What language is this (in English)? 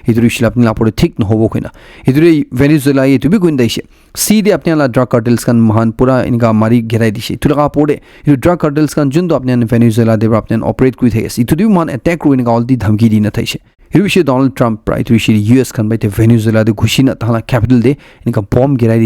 Naga Pidgin